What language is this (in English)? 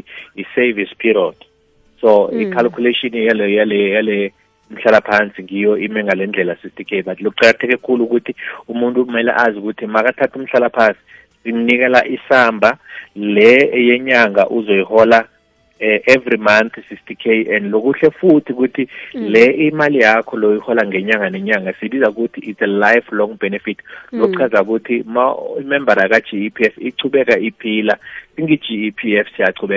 South Ndebele